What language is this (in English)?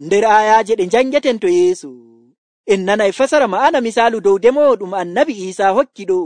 Nigerian Fulfulde